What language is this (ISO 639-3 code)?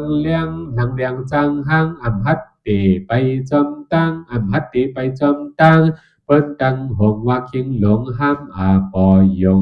shn